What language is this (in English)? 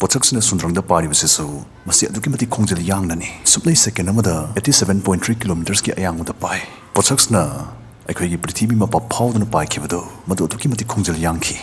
Manipuri